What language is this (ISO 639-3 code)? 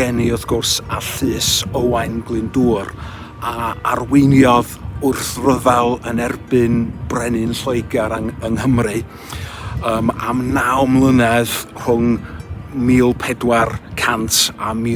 cym